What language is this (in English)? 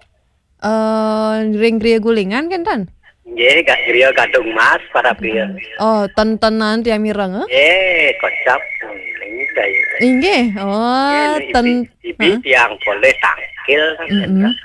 Balinese